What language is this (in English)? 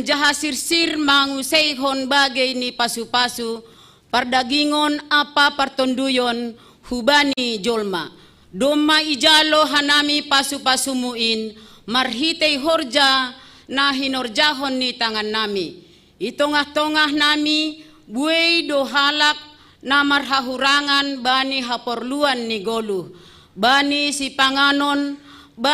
Batak Simalungun